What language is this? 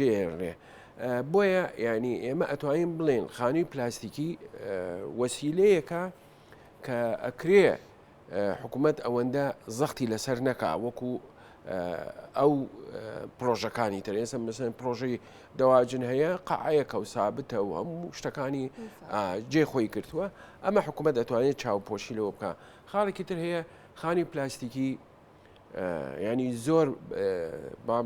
Central Kurdish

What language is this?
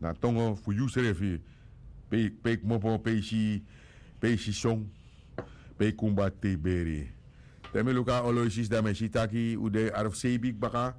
Sranan Tongo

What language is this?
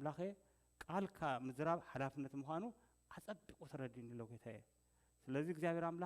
Tigrinya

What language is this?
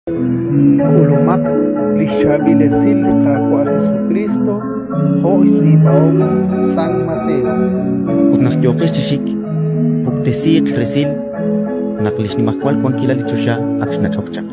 Kekchí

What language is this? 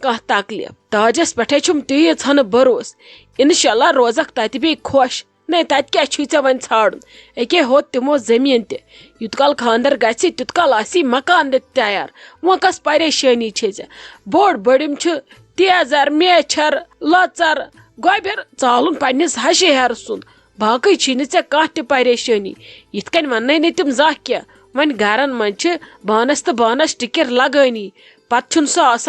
Kashmiri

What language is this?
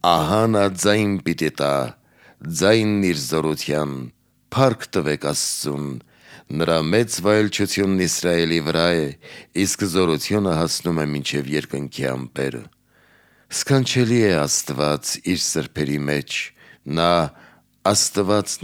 Armenian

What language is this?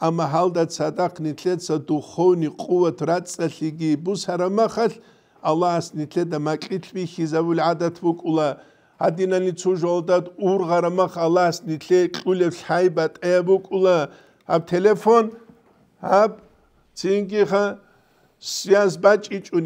Avaric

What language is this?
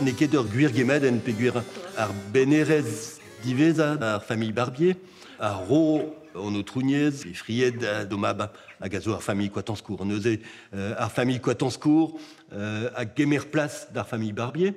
Breton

